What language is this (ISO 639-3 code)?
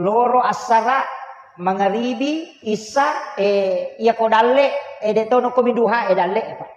bug